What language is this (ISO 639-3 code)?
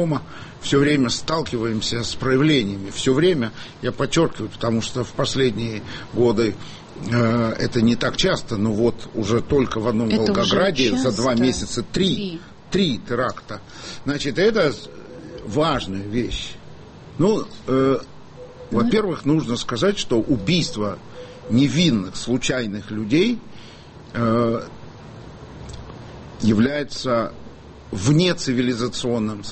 rus